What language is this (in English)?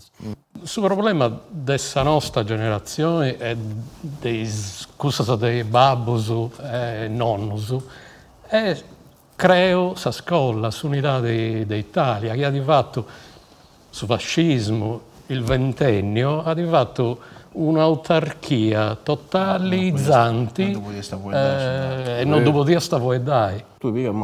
Sardinian